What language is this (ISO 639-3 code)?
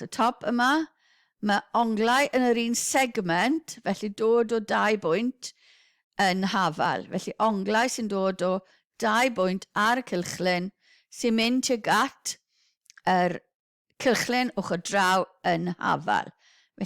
cym